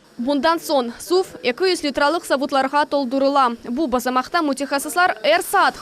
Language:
Crimean Tatar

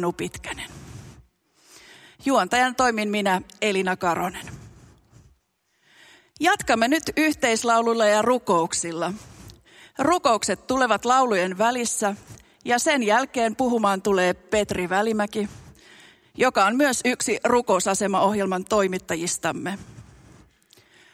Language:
Finnish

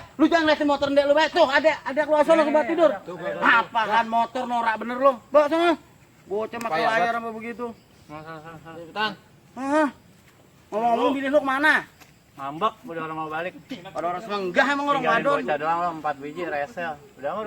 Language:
Betawi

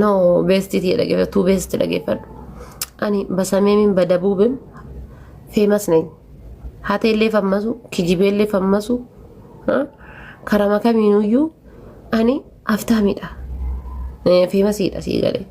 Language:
Oromo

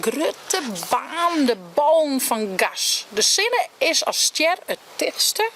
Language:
Western Frisian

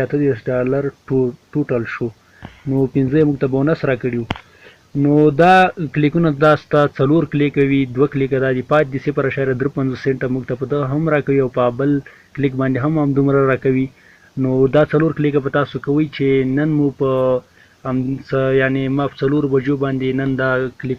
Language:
Pashto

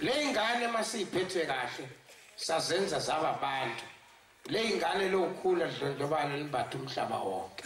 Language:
Zulu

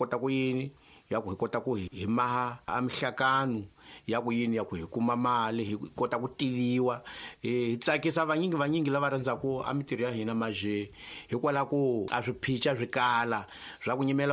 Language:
Tsonga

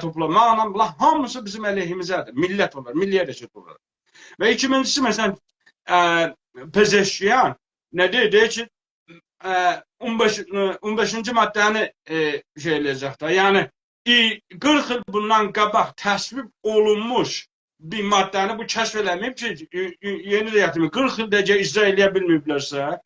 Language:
South Azerbaijani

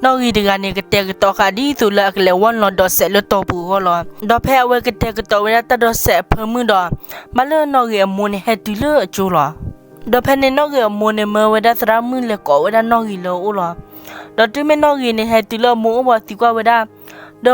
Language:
S'gaw Karen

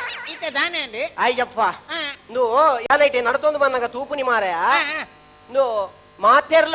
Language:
Tulu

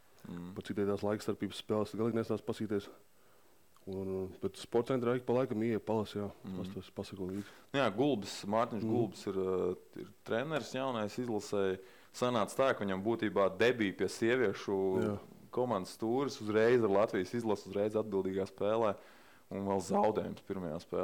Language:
Latvian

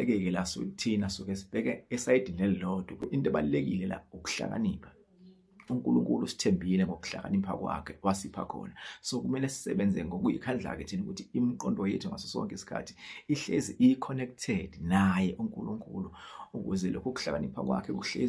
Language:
Zulu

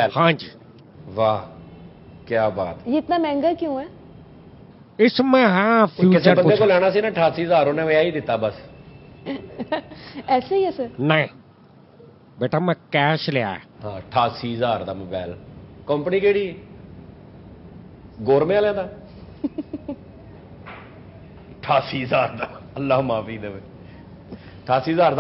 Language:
Punjabi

